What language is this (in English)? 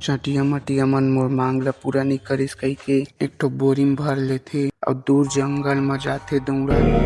Chhattisgarhi